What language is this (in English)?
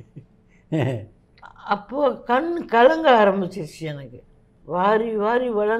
Tamil